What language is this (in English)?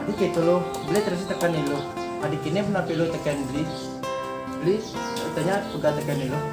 Balinese